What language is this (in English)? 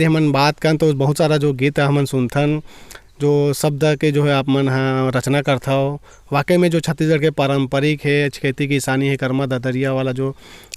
Chhattisgarhi